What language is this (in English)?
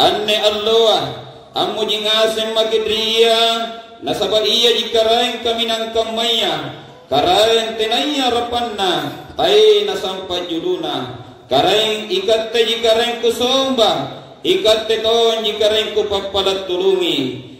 Makasar